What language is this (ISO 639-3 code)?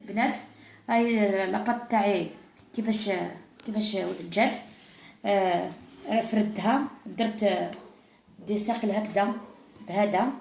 arq